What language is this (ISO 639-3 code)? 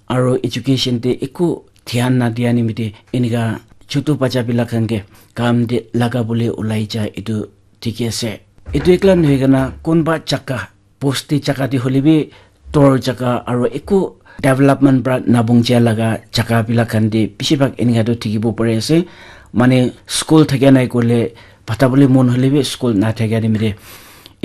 nag